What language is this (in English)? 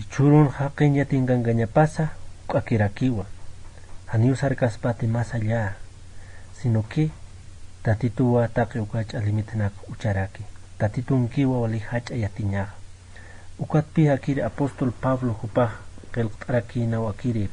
Aymara